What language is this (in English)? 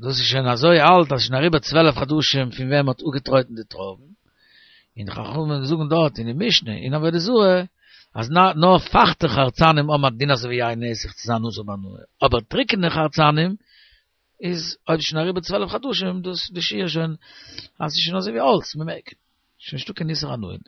Yiddish